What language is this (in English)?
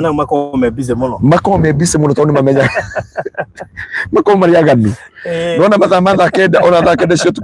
Kikuyu